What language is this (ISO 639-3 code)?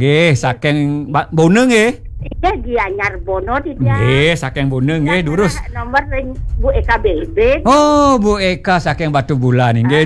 ban